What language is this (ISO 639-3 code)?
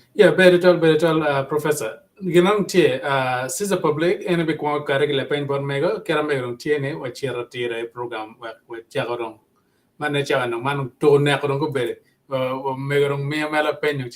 ach